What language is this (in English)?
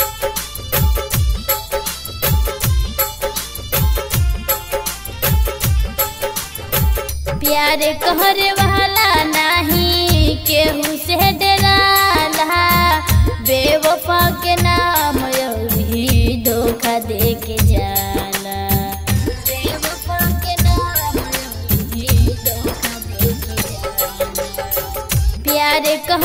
Bhojpuri